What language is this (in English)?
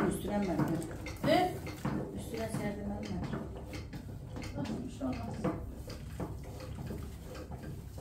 Turkish